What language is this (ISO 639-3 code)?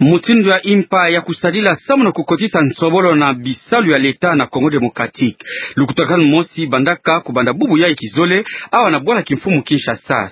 ktu